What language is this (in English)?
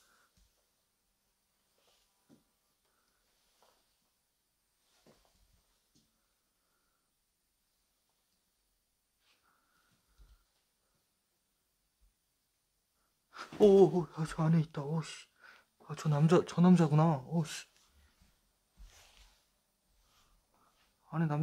Korean